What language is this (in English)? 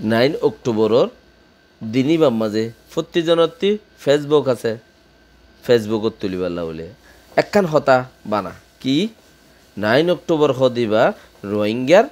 Rohingya